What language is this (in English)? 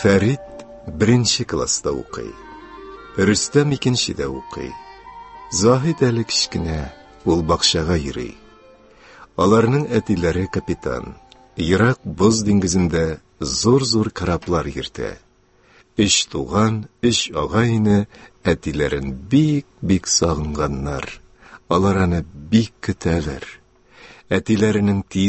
Tatar